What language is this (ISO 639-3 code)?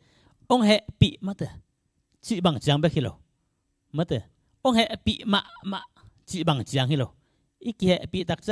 ctd